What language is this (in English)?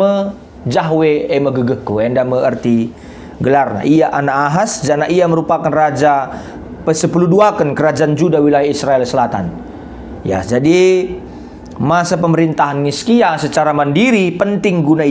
Batak Karo